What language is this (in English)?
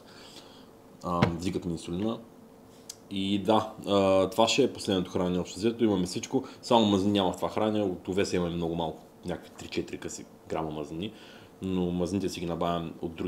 Bulgarian